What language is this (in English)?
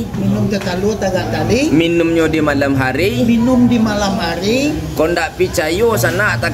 Minangkabau